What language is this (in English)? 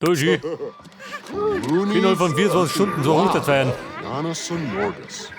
Bavarian